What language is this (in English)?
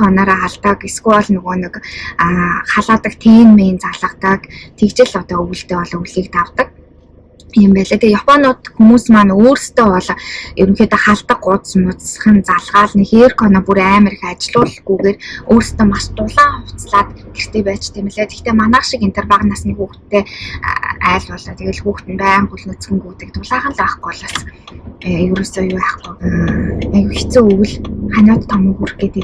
Mongolian